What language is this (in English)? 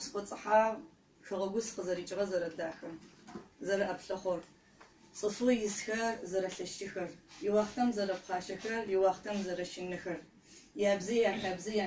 Adyghe